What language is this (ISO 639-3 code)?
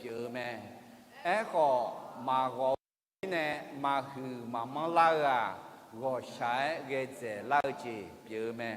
ahk